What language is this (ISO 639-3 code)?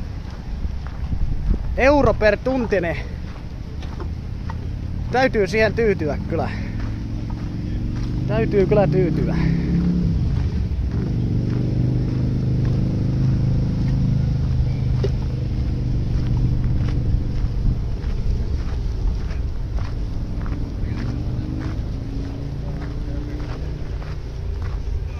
fin